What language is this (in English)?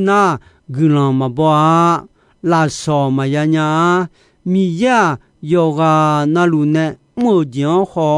Akha